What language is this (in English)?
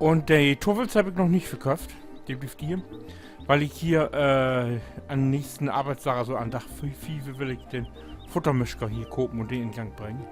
Low German